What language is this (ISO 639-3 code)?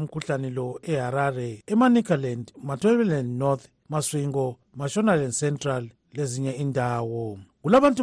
nde